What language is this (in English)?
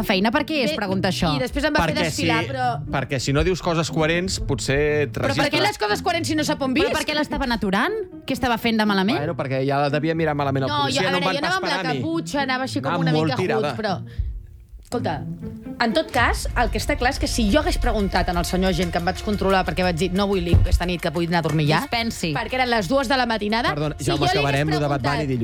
Catalan